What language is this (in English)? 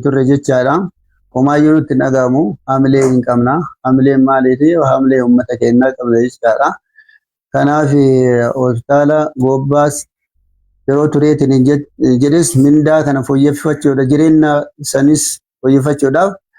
Oromo